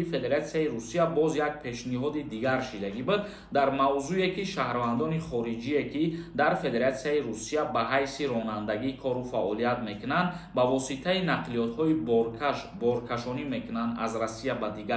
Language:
Tajik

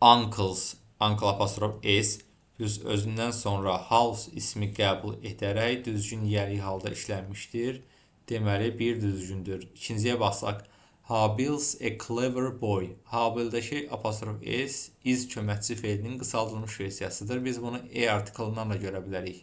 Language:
Azerbaijani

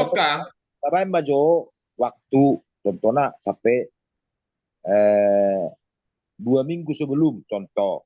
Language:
Batak Toba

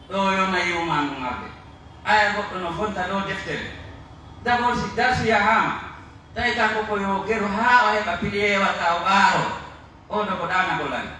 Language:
Pular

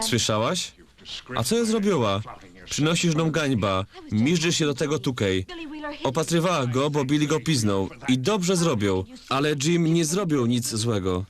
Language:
Silesian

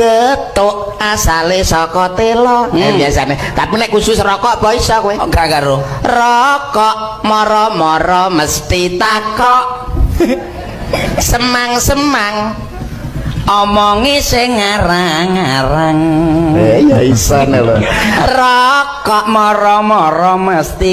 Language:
Javanese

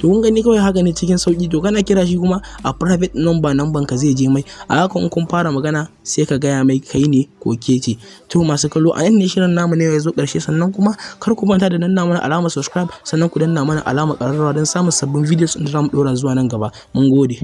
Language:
Hausa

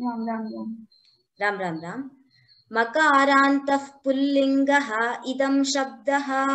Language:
Sanskrit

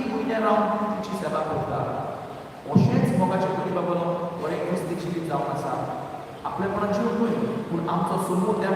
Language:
Konkani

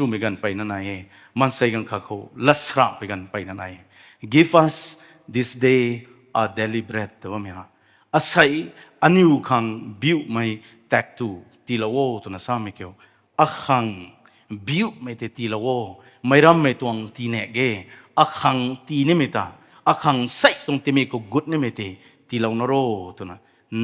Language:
Rongmei Naga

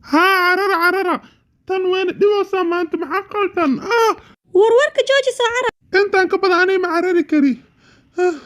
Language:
Somali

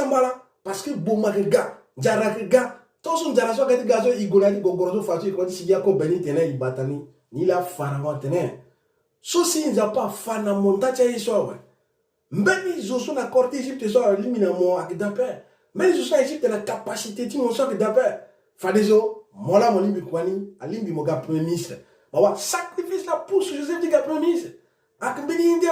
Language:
Sango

